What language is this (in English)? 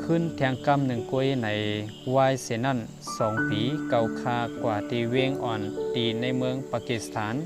Shan